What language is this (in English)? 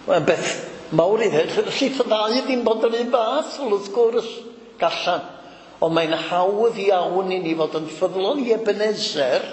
Welsh